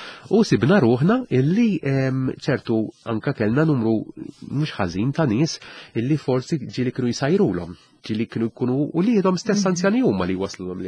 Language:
Maltese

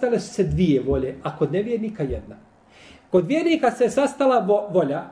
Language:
Bosnian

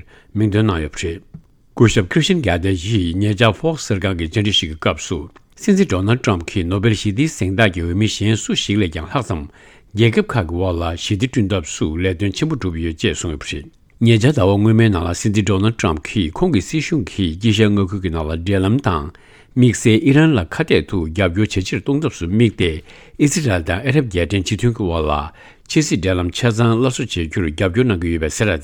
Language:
Tibetan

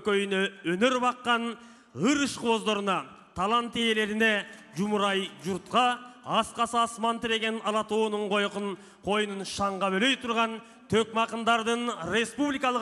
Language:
Kyrgyz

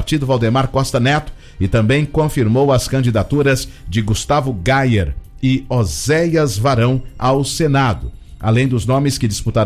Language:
Portuguese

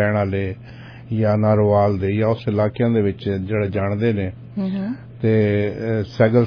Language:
Punjabi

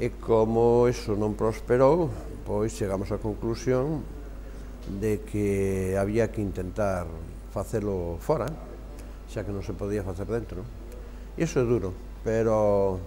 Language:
Galician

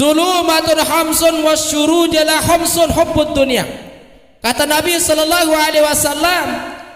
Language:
Sasak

